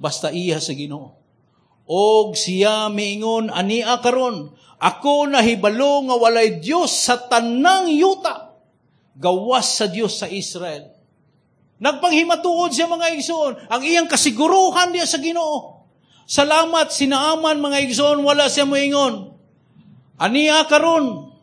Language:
Cebuano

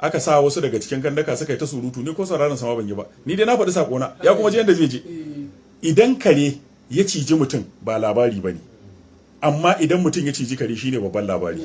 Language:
Hausa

